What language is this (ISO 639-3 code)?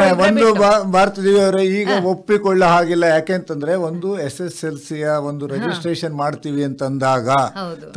kan